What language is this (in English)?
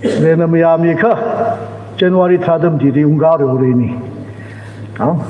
Tangkhul Naga (India)